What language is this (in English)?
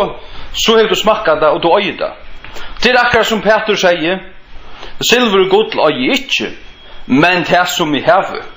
Faroese